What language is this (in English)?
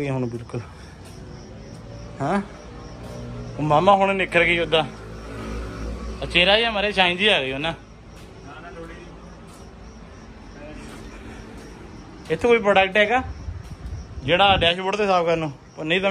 Punjabi